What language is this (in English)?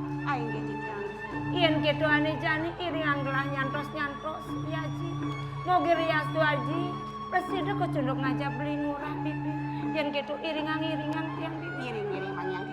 Balinese